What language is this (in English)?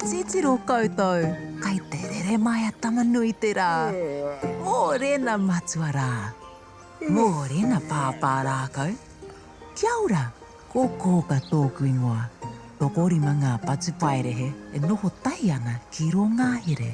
Māori